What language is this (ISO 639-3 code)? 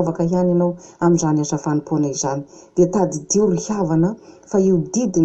mlg